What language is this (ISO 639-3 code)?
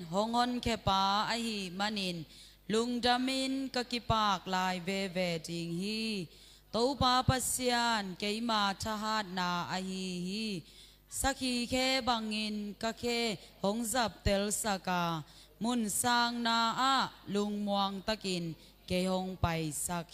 ctd